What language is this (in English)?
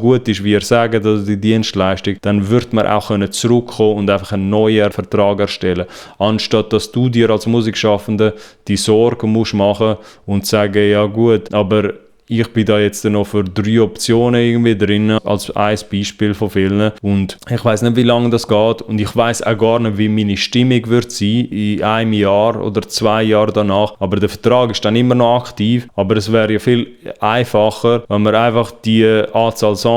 Swiss German